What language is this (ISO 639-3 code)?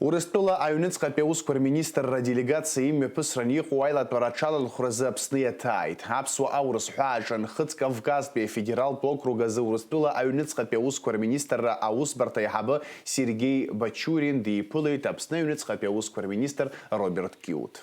abk